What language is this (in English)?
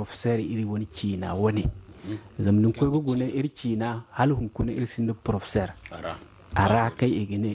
Zarma